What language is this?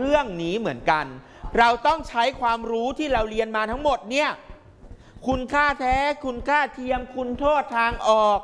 Thai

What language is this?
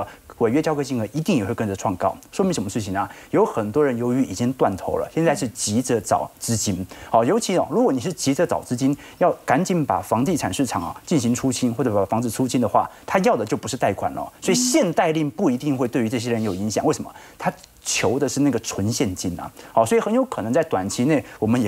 Chinese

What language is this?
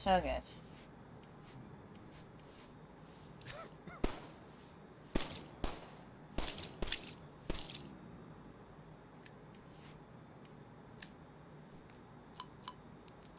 English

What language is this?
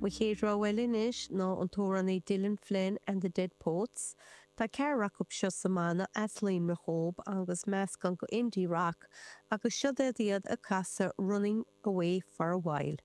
Irish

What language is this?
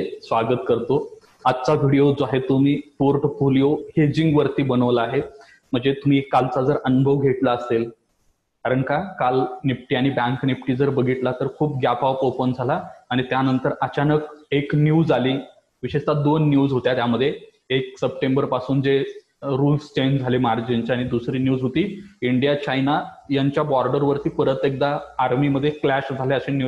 Marathi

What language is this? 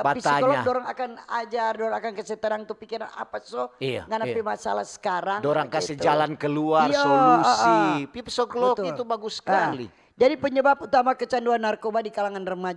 Manado Malay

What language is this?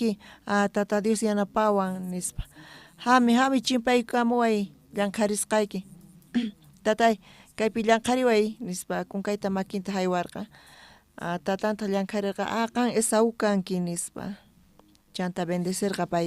South Bolivian Quechua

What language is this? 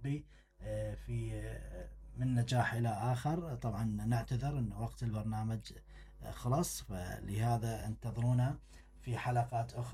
Mesopotamian Arabic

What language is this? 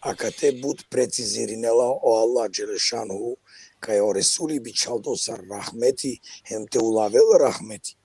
Balkan Romani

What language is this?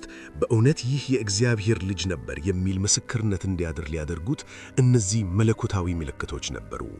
Amharic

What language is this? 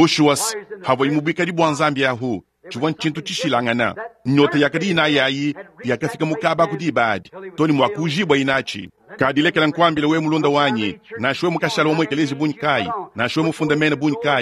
Luba-Lulua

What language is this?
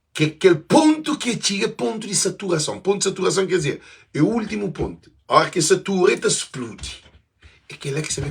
Kabuverdianu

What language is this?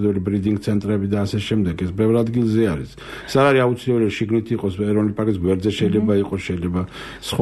Georgian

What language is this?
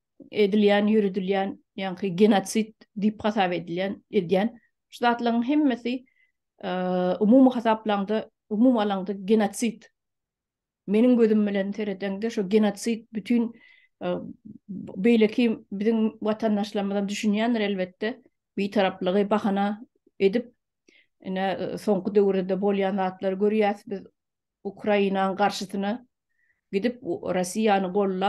Turkmen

